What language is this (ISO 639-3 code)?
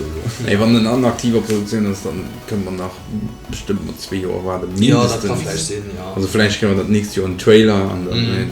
ltz